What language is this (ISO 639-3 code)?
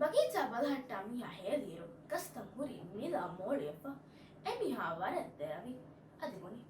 div